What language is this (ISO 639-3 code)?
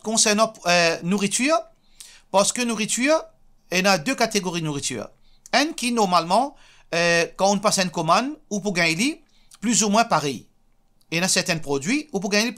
mfe